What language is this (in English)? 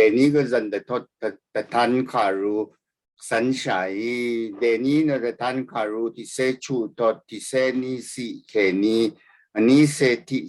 Rawang